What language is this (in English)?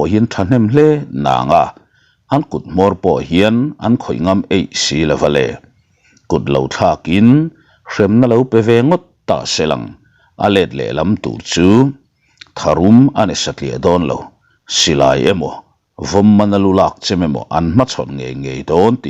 Mizo